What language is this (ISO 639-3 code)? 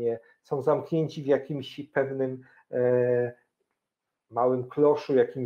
pol